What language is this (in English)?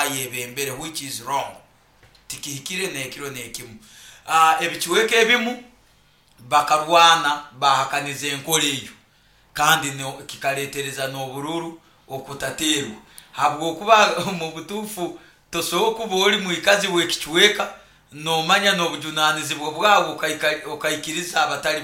Nyoro